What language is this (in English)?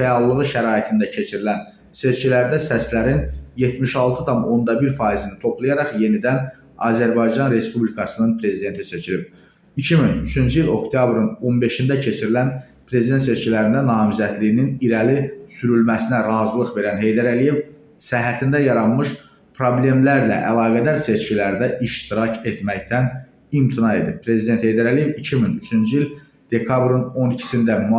Azerbaijani